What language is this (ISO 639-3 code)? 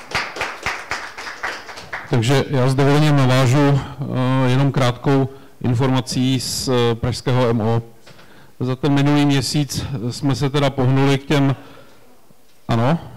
ces